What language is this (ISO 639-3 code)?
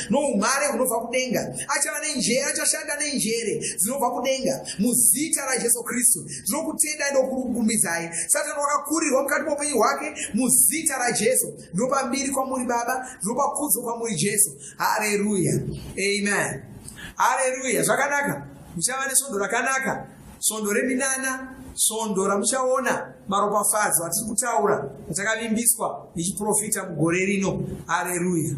sna